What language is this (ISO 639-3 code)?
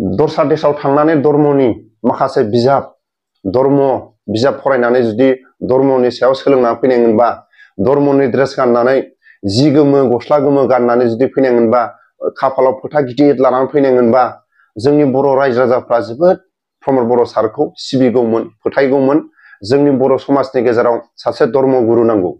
brx